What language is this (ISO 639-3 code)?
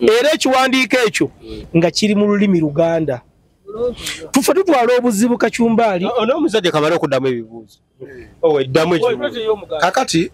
lug